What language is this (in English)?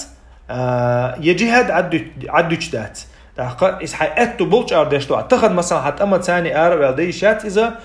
Chechen